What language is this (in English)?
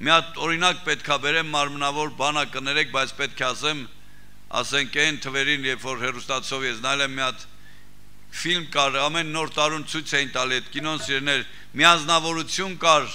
Armenian